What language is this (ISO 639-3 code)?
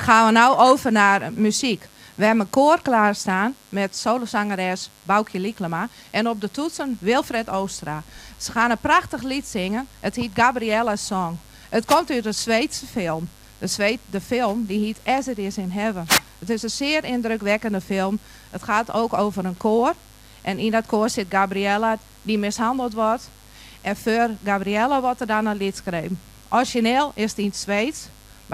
fry